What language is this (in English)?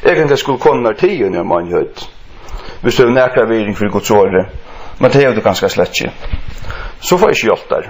Faroese